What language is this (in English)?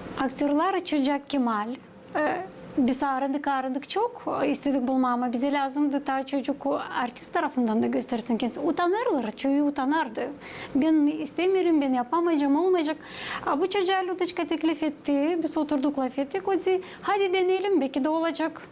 Gagauz